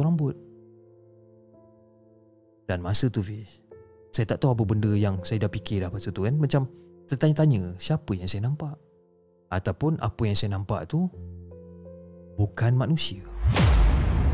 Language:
Malay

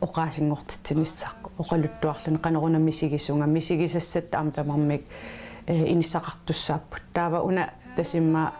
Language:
Kalaallisut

